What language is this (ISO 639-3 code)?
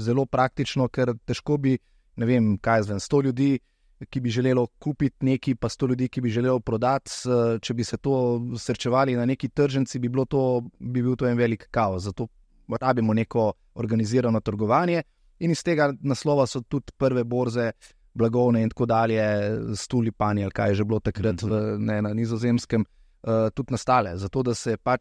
slv